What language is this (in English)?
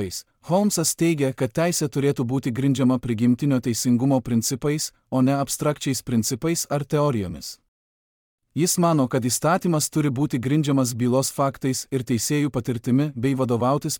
Lithuanian